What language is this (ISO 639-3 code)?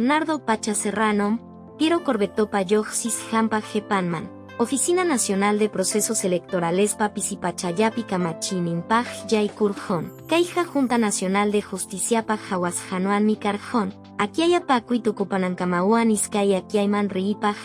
que